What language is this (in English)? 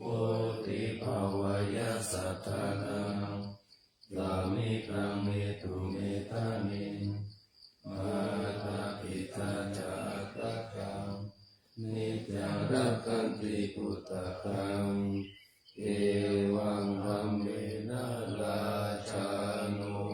Pali